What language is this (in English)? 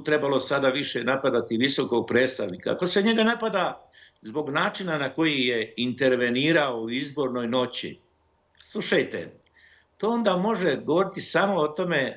Bosnian